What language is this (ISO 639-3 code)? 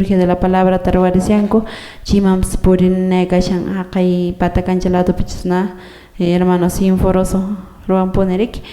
que